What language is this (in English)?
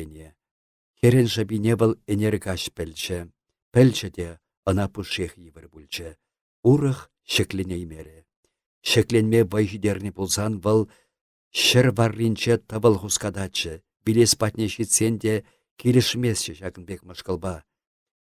Chuvash